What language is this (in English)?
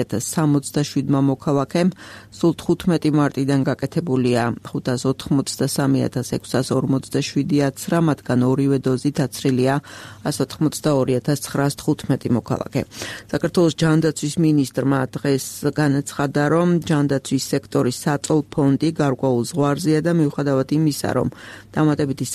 Georgian